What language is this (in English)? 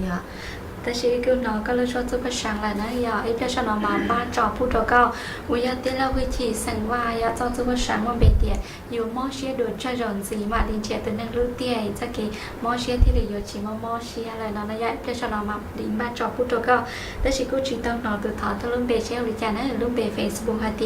Hmong